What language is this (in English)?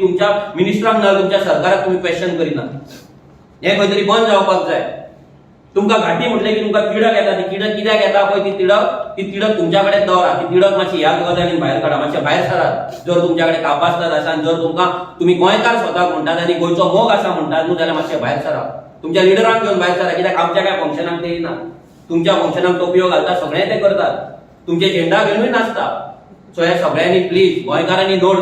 Konkani